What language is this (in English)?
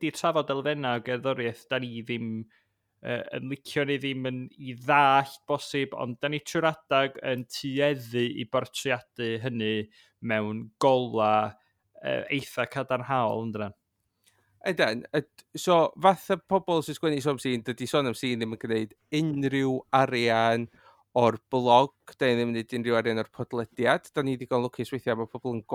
Welsh